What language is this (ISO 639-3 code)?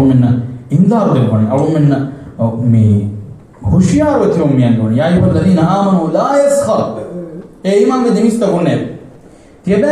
div